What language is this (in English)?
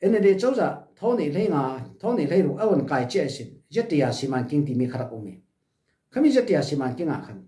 Falam Chin